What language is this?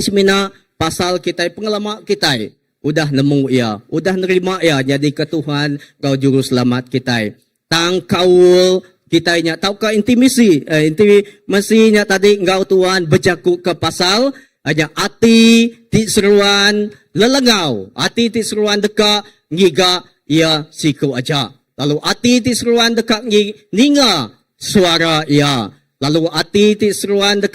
Iban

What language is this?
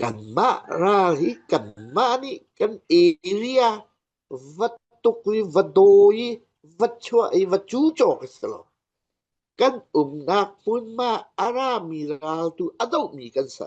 Falam Chin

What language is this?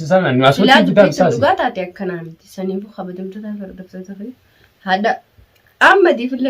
Oromo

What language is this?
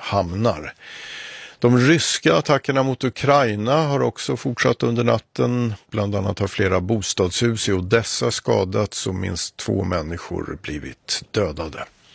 Swedish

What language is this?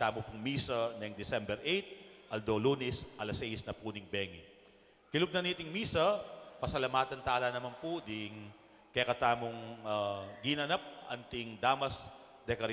Pampanga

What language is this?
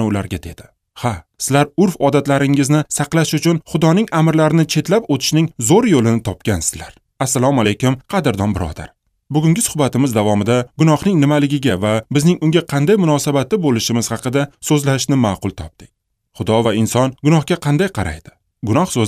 Uzbek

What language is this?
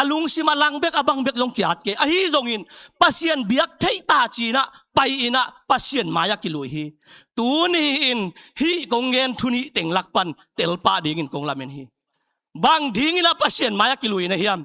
Tedim Chin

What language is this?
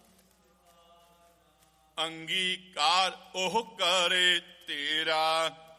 Punjabi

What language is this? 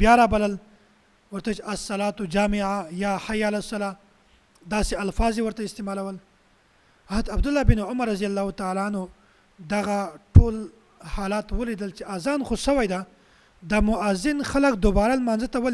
Pashto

